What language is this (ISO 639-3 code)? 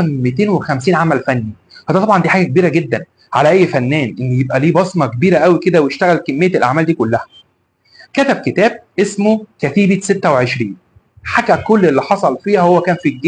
arz